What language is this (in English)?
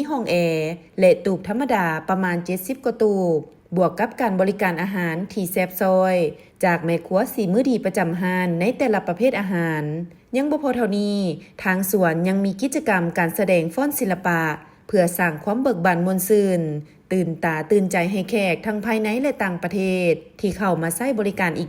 Lao